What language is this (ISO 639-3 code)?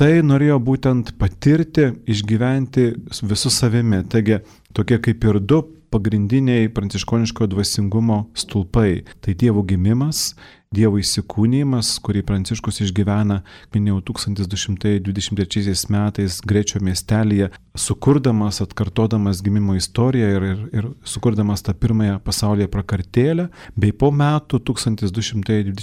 lit